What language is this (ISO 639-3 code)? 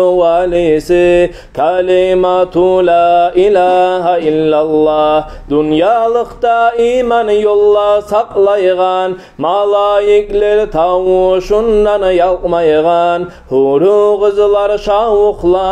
kum